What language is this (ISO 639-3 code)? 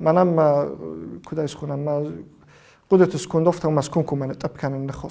oss